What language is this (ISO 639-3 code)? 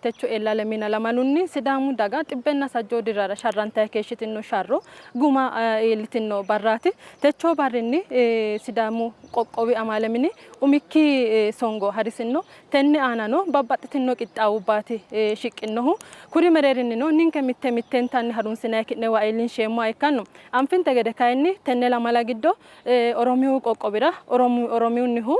sid